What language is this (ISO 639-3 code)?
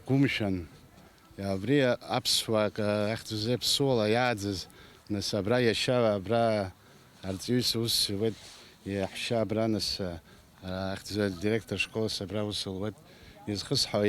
abk